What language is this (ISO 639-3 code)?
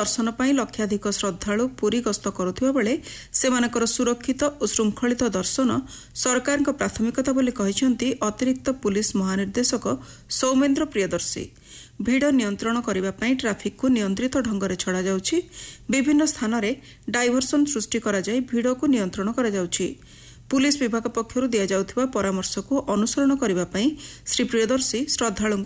ori